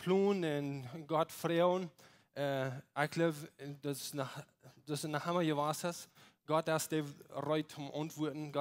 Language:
Plautdietsch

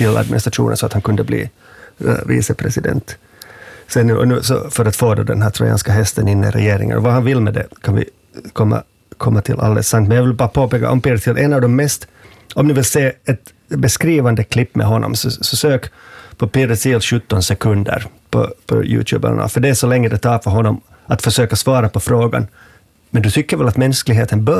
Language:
Swedish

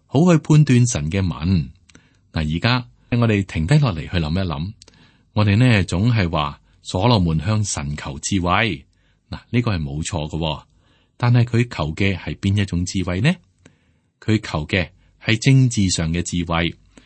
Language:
Cantonese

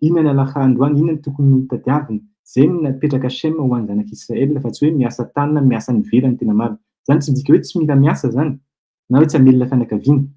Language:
Malagasy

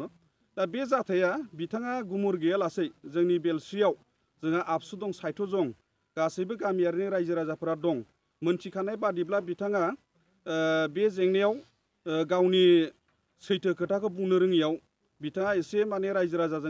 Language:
Bodo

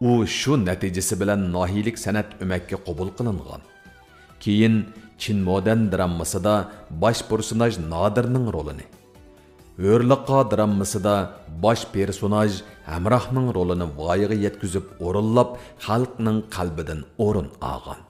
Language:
Uyghur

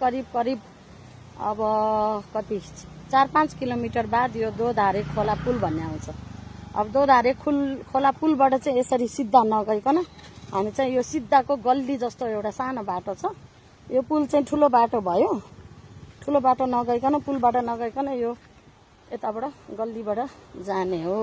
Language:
Nepali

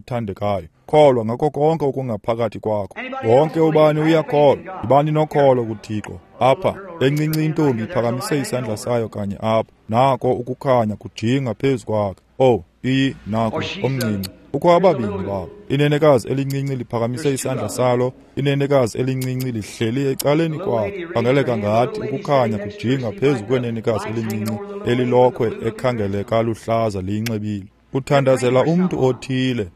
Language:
Xhosa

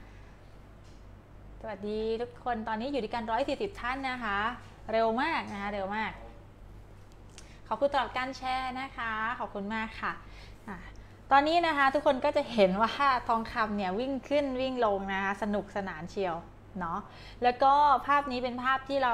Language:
Thai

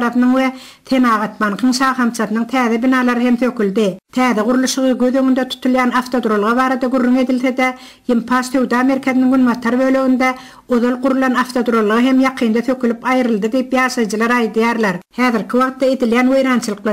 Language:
Turkmen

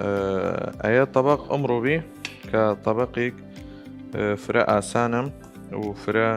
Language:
Southern Kurdish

